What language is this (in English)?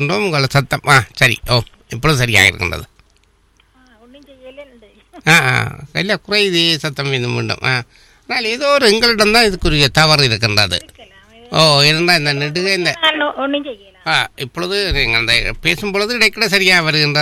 Tamil